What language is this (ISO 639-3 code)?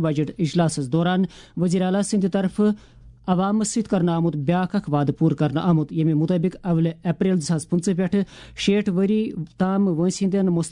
kas